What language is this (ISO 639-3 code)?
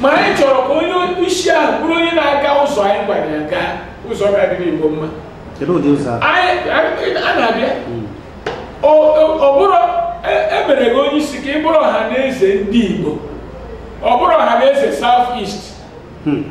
ibo